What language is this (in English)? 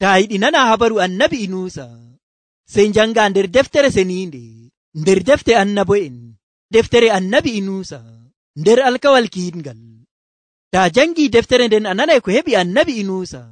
Nigerian Fulfulde